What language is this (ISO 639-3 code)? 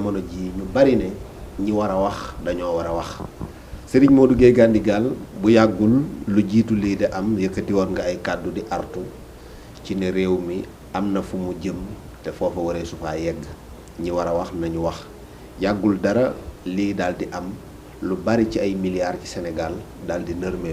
wol